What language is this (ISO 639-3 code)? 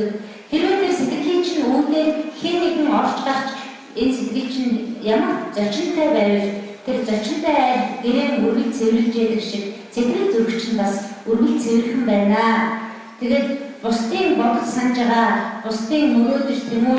mon